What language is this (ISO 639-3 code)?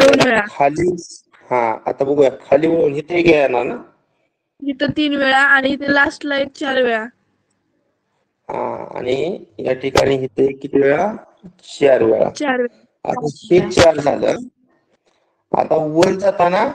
mar